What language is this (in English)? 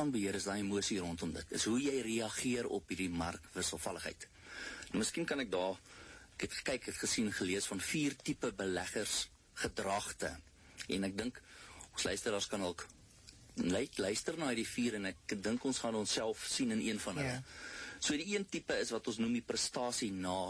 Afrikaans